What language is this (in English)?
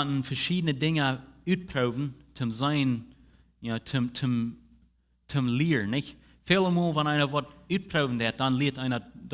Plautdietsch